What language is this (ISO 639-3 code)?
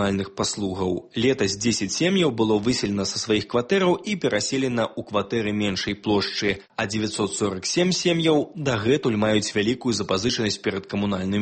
bel